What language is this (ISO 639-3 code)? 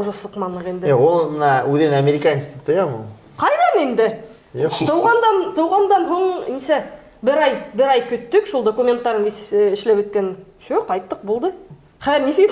bak